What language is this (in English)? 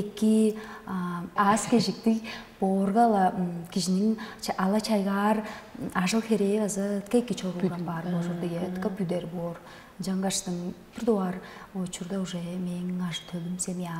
Tuvinian